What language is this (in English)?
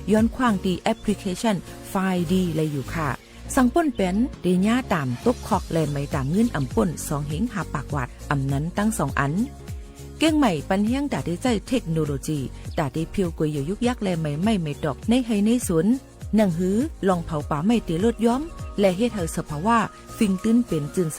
Shan